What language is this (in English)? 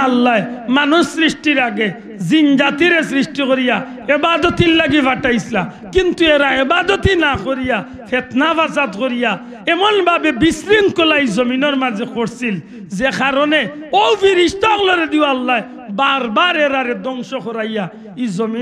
Sylheti